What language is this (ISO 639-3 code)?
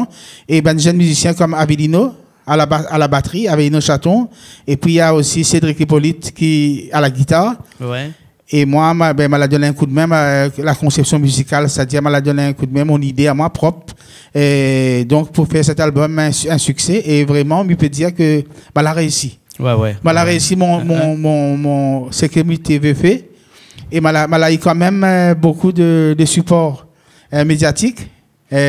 rcf